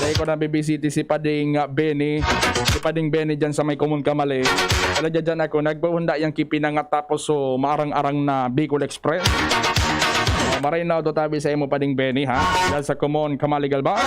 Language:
Bikol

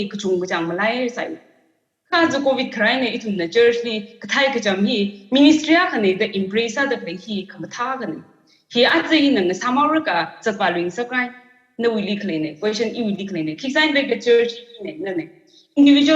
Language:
Tangkhul Naga (India)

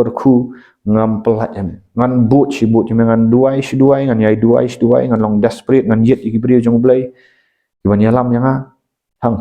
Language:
Khasi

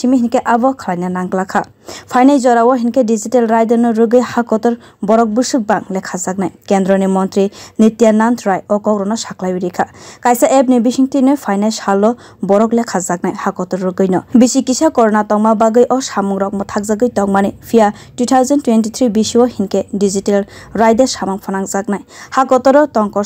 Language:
Kok Borok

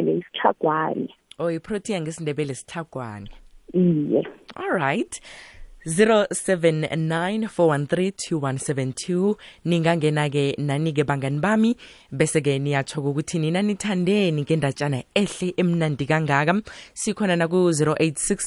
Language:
South Ndebele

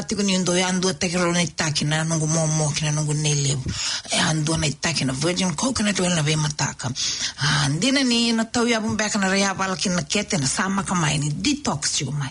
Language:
Fijian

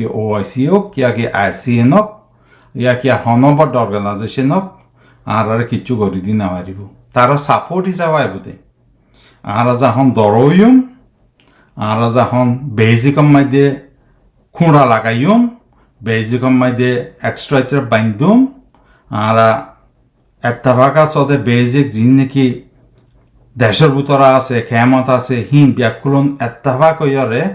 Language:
Rohingya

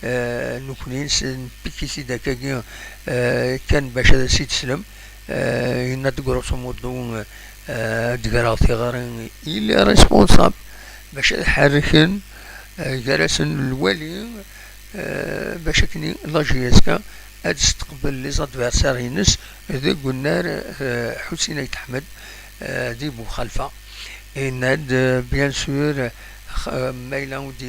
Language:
Kabyle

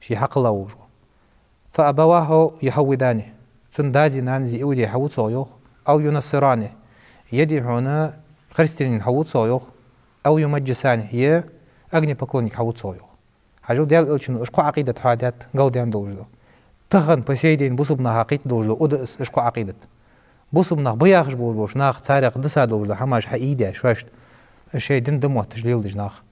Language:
Ingush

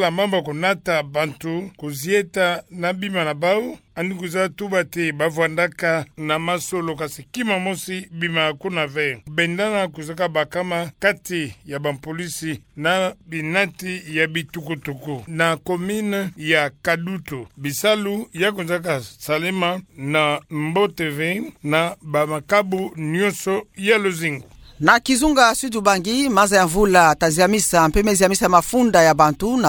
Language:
Kituba (Democratic Republic of Congo)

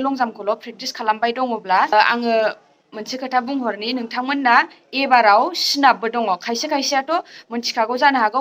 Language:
Bodo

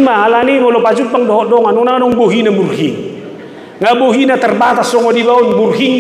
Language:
Batak Toba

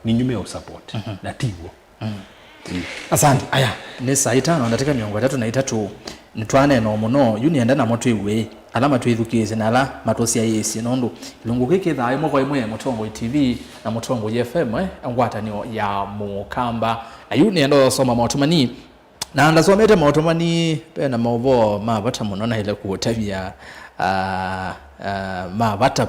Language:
Kamba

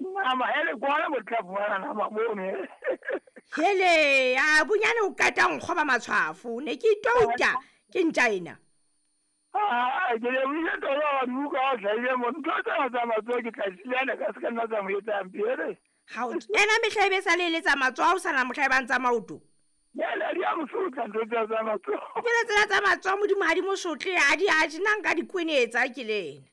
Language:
Southern Sotho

